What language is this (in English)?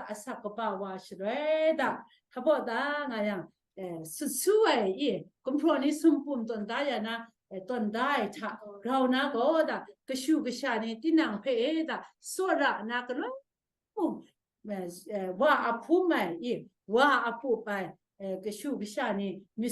Kachin